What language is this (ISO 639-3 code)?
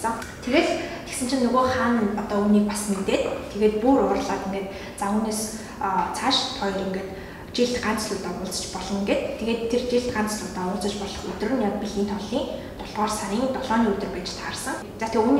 mon